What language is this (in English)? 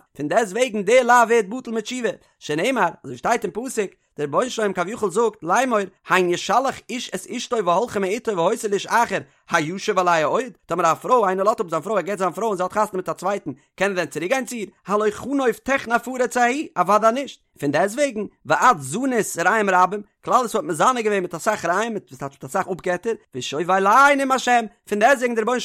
Yiddish